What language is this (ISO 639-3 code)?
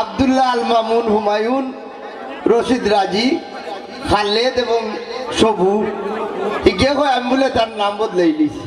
syl